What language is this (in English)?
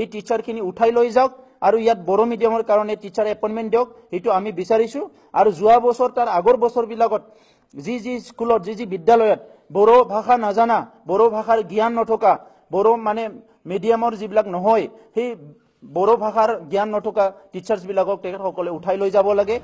Assamese